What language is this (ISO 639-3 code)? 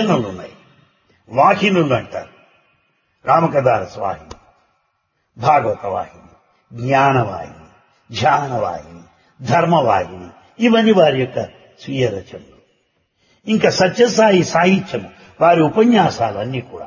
tel